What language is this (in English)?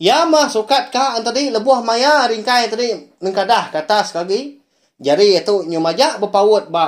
Iban